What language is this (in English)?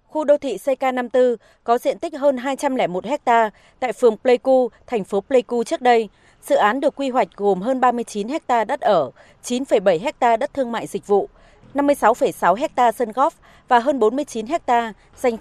Vietnamese